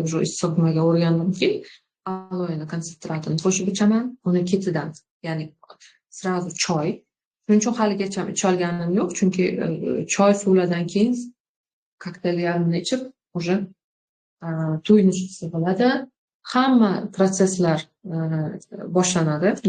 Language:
Uzbek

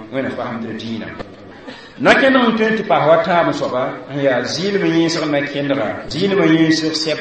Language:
Mossi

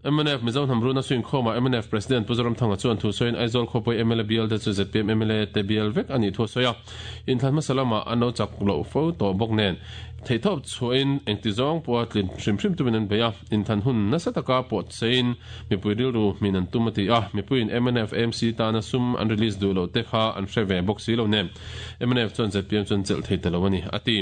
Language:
Mizo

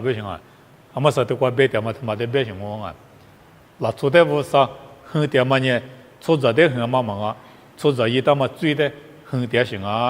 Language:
Lisu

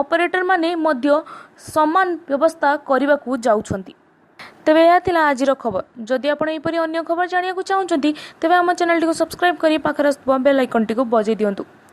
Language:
Odia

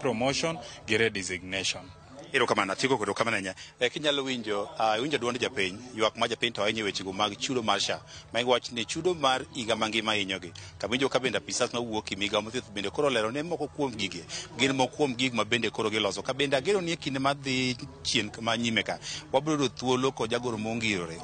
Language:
Luo (Kenya and Tanzania)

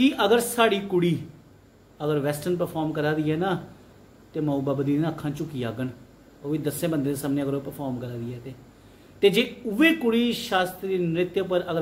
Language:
Dogri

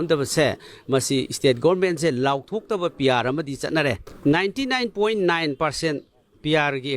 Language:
Manipuri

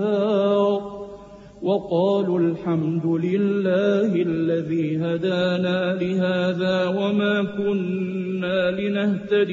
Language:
Arabic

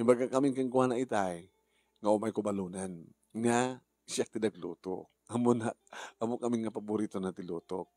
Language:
Iloko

